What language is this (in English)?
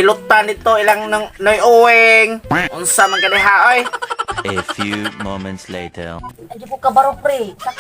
Cebuano